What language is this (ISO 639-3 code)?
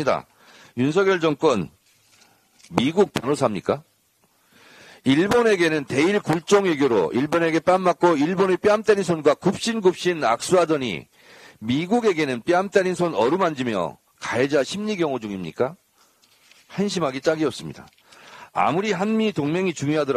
kor